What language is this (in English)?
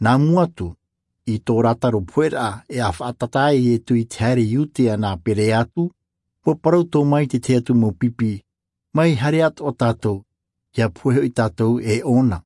Tahitian